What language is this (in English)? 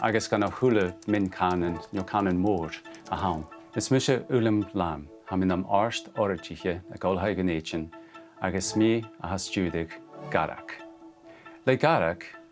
Scottish Gaelic